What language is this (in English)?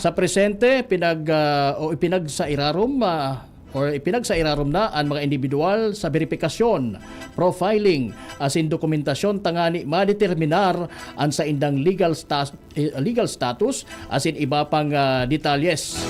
Bikol